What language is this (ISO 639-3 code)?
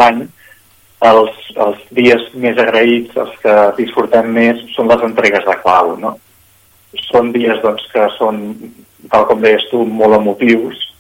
cat